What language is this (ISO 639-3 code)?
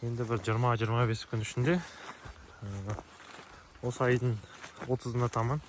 kaz